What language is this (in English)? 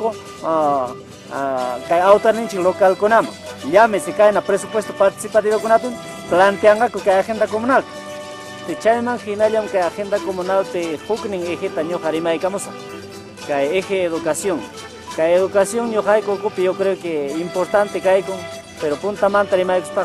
Ayacucho Quechua